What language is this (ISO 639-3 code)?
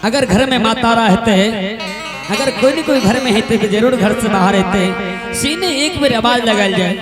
anp